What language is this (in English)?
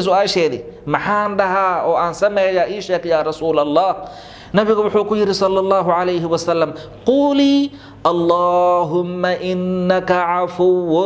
Somali